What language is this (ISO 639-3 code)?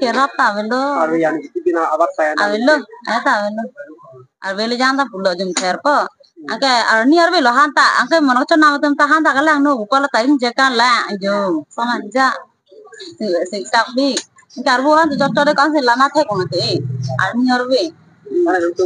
mjw